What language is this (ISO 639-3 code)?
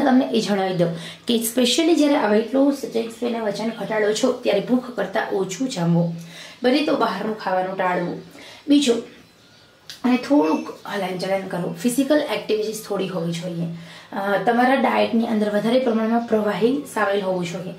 guj